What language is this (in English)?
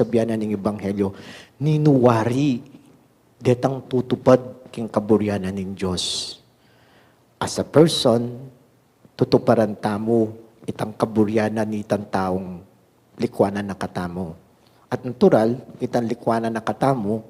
Pampanga